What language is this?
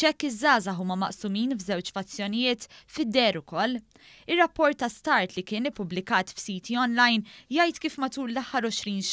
Maltese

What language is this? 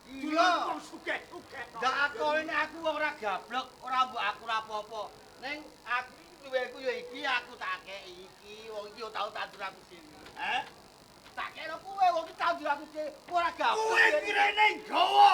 Javanese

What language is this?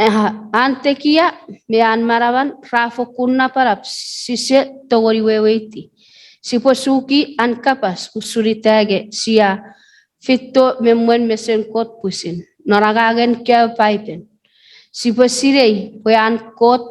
Chuukese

